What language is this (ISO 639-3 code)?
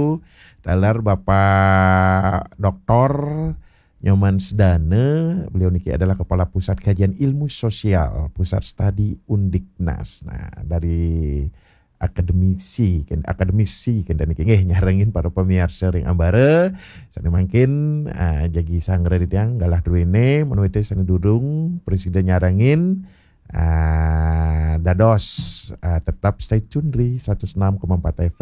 ban